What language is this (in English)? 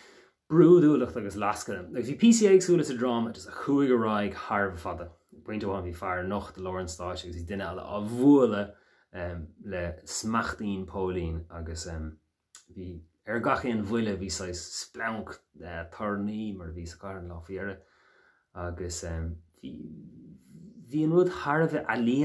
Irish